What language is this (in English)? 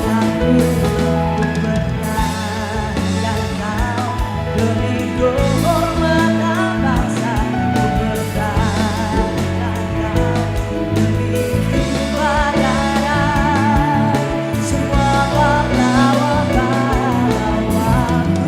Manado Malay